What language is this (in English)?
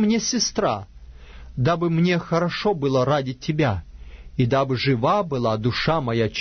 Russian